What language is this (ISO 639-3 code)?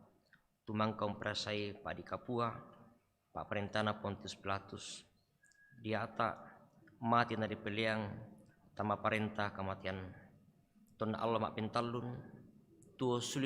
sda